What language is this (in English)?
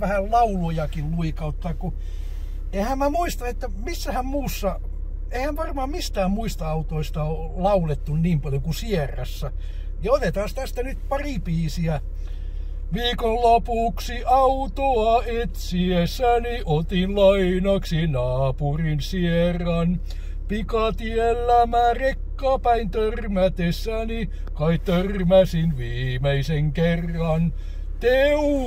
Finnish